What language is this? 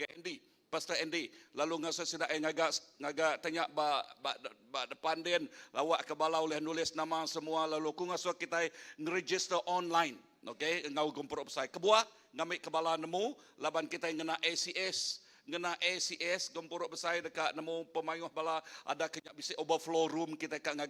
Iban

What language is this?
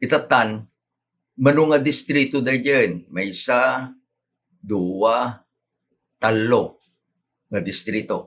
Iloko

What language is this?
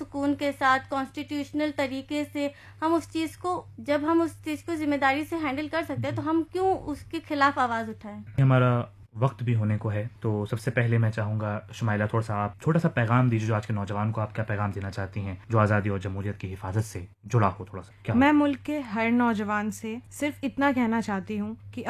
Urdu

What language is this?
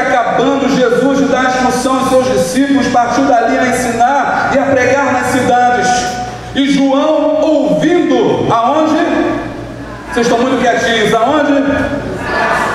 Portuguese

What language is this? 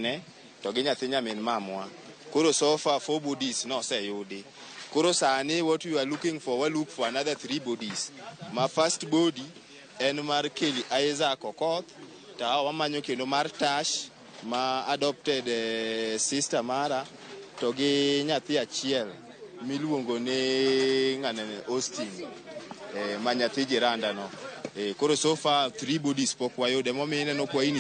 Luo (Kenya and Tanzania)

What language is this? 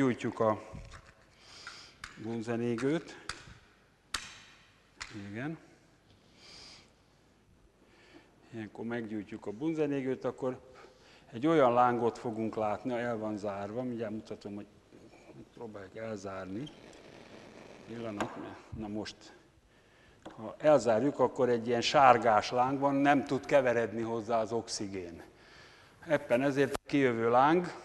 Hungarian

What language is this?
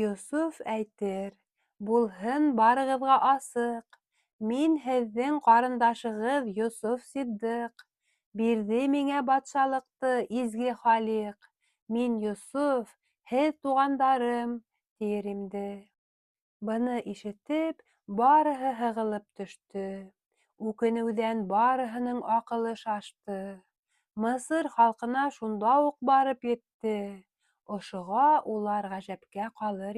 Bashkir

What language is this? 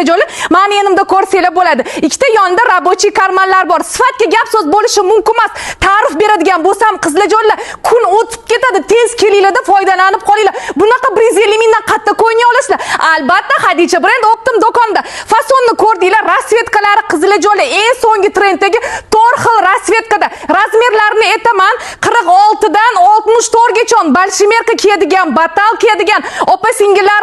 Uzbek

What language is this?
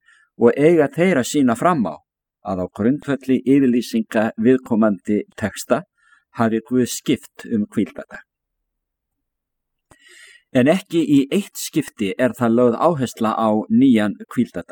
Icelandic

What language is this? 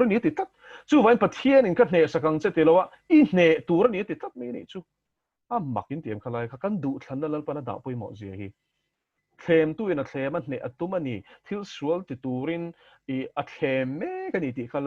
Mizo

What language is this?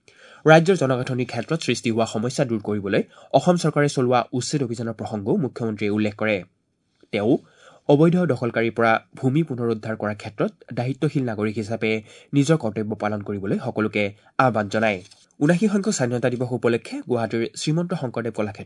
Assamese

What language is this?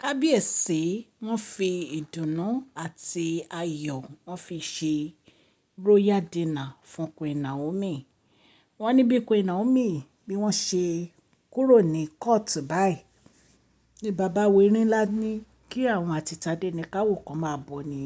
Yoruba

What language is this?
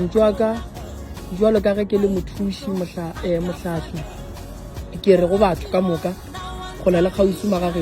Northern Sotho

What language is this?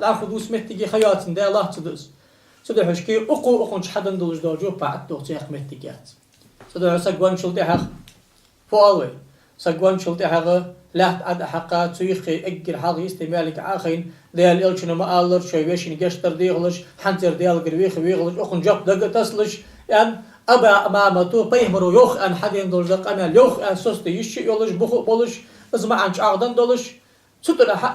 Ingush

